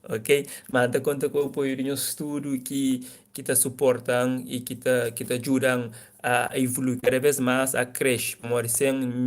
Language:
Kabuverdianu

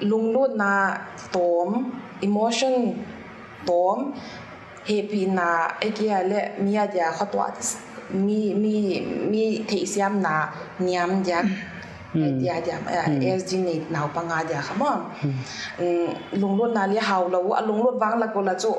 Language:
Paite Chin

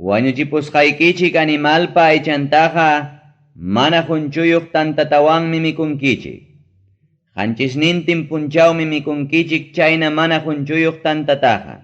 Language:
Ayacucho Quechua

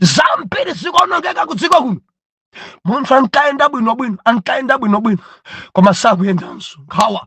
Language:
Nyanja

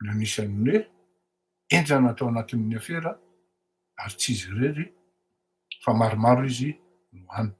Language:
Malagasy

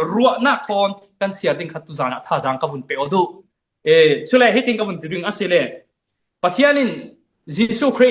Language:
Falam Chin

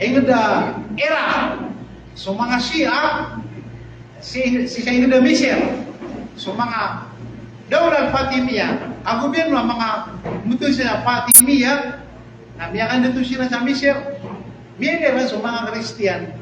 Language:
Maranao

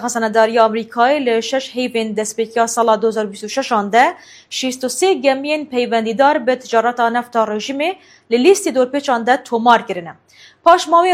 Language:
Kurdish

